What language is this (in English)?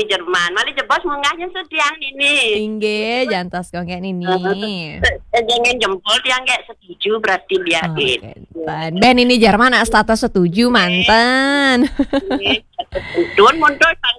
Balinese